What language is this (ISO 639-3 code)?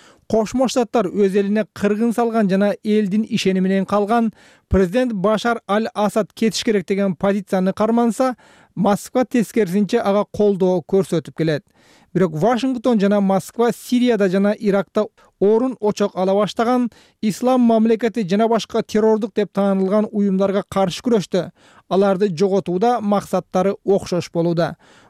kir